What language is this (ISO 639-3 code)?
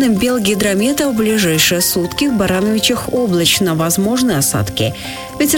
rus